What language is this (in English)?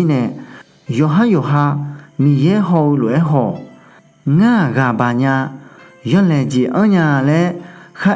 Akha